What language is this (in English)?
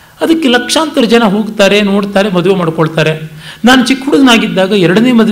Kannada